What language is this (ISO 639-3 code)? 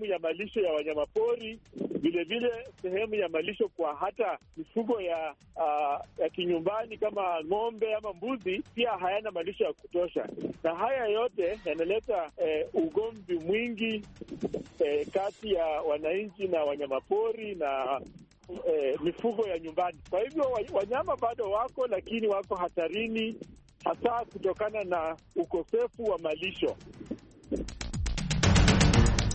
swa